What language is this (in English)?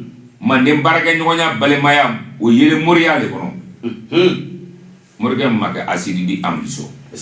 Bambara